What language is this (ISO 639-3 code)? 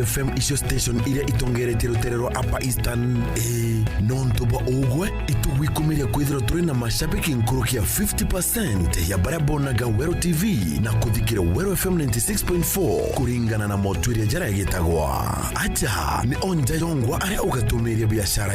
mer